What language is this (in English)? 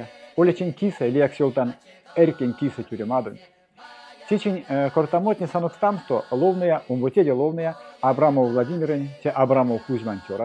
Erzya